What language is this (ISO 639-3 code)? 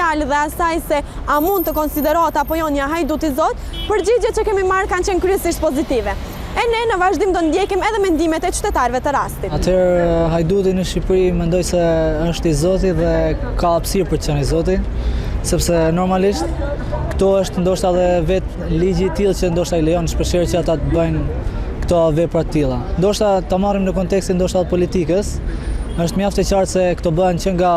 sqi